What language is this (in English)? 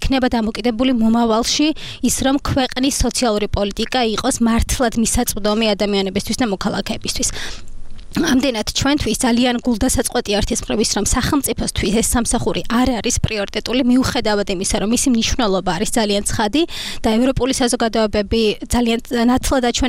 Georgian